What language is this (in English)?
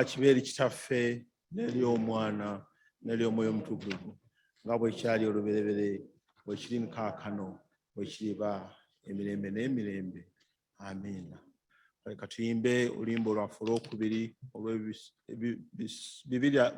Ganda